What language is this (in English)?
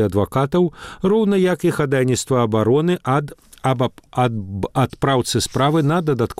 Belarusian